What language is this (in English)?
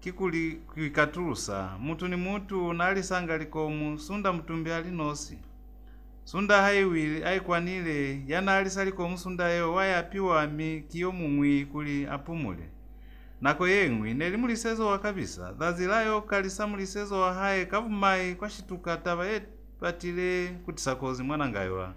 Lozi